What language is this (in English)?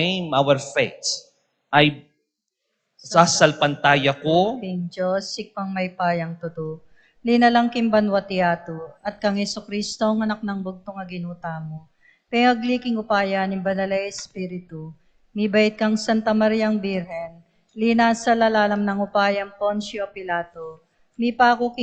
Pampanga